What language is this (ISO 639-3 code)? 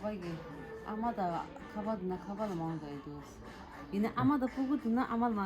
bod